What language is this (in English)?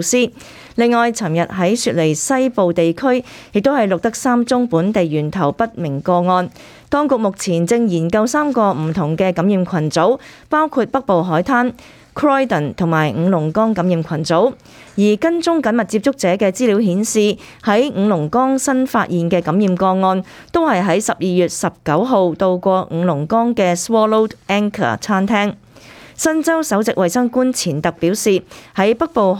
Cantonese